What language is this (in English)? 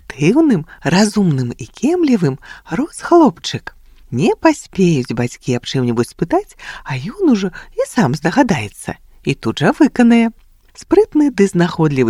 Belarusian